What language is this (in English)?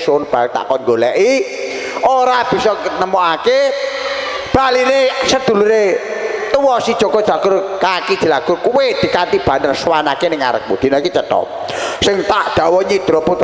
Javanese